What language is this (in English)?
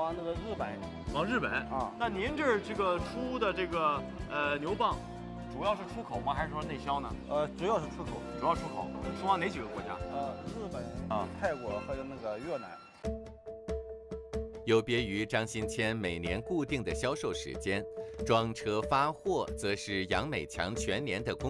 Chinese